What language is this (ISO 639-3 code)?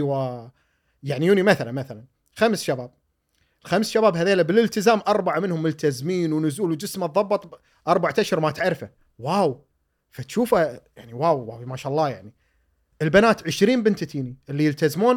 afb